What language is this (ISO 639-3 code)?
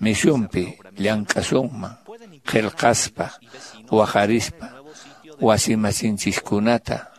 que